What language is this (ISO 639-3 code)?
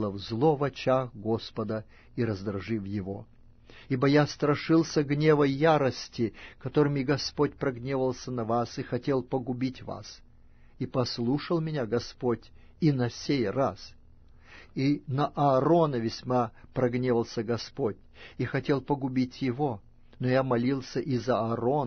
rus